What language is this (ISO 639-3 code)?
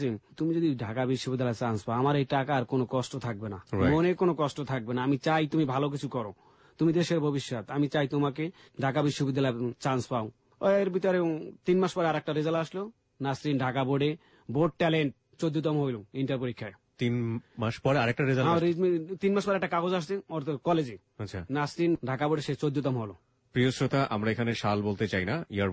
ben